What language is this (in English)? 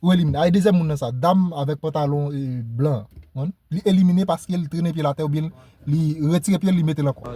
Haitian Creole